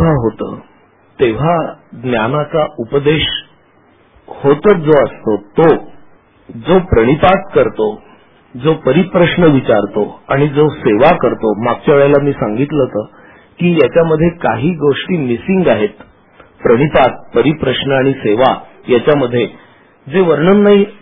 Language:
Marathi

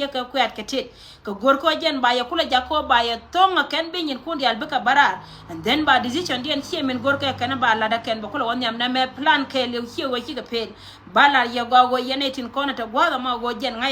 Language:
Nuer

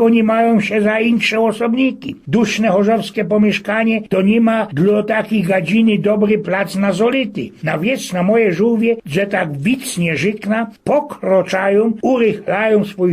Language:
Silesian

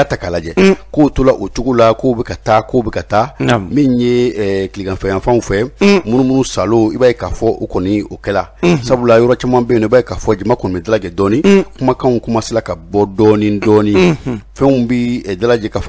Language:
Bambara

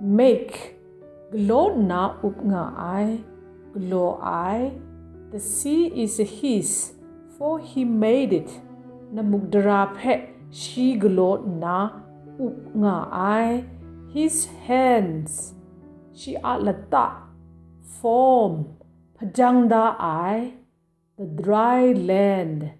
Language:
Kachin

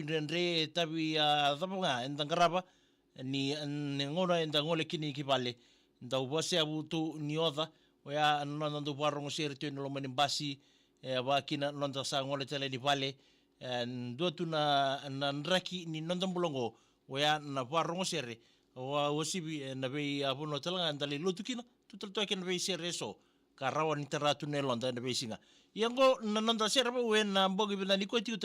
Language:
Fijian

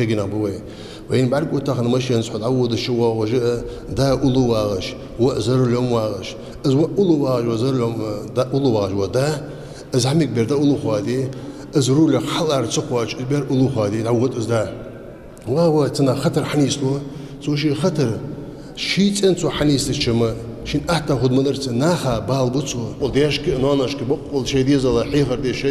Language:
Ingush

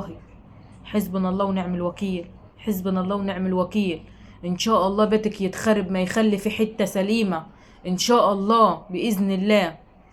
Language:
Egyptian Arabic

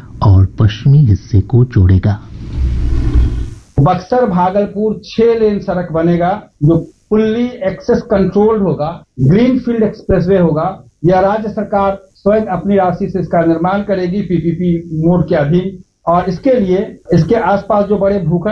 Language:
Hindi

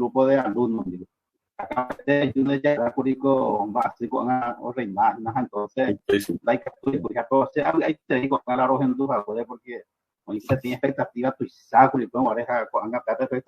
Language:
Guarani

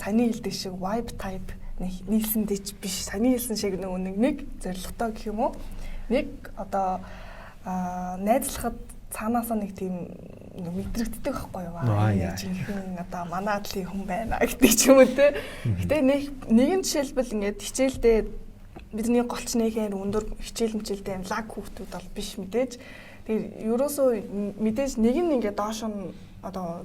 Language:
Mongolian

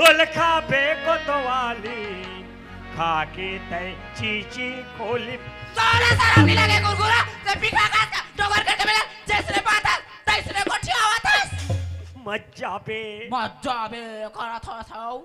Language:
Chhattisgarhi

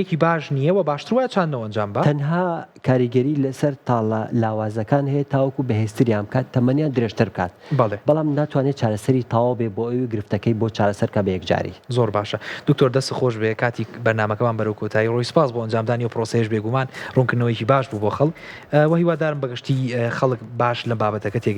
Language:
Central Kurdish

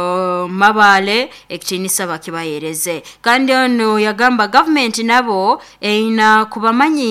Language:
Nyoro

